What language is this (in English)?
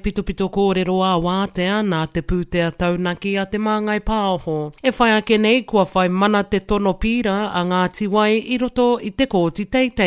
Māori